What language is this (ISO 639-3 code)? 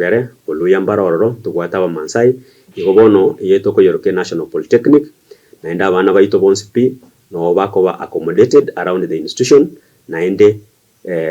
guz